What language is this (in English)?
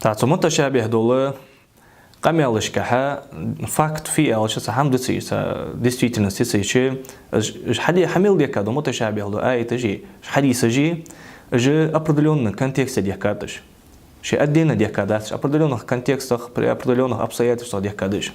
Ingush